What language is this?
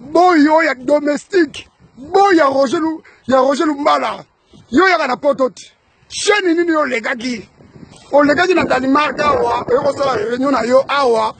Lingala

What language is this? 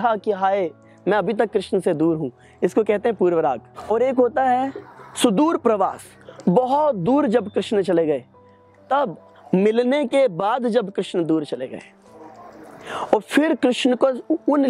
Hindi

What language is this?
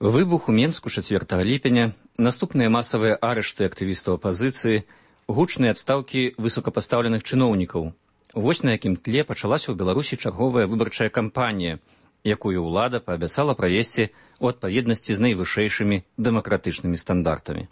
Belarusian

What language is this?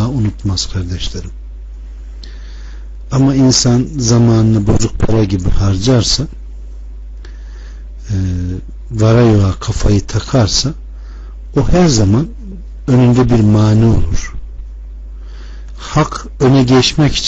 Turkish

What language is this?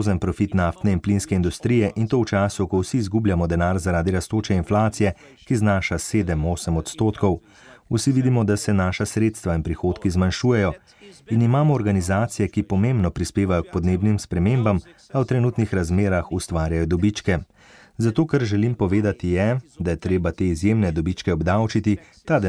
Slovenian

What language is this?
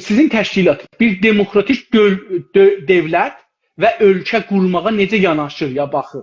South Azerbaijani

